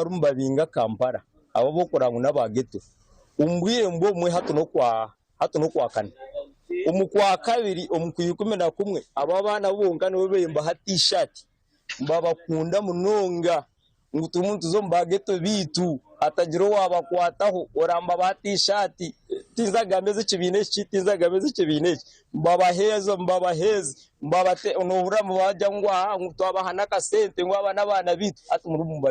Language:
Nyankole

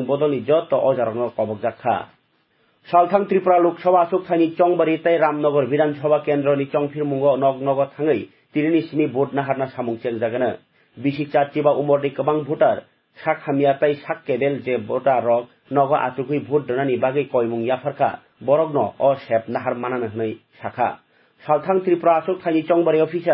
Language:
Kok Borok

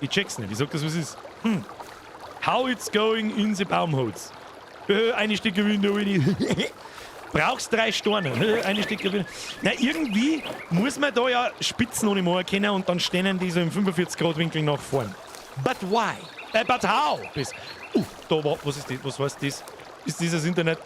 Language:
Bavarian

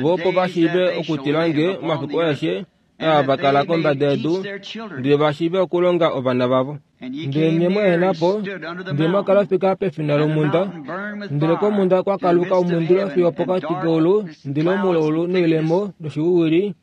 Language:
Kuanyama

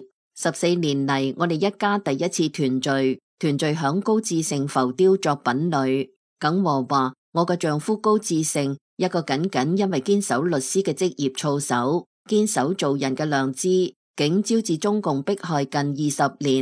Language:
Cantonese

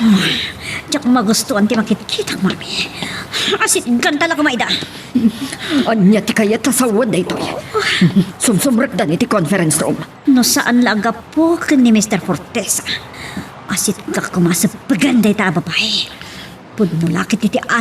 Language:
Iloko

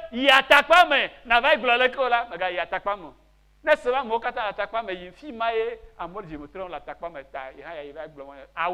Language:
Ewe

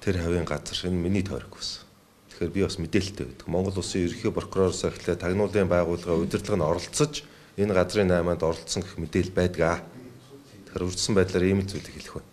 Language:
Mongolian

